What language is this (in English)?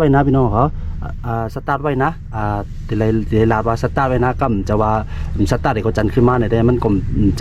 Shan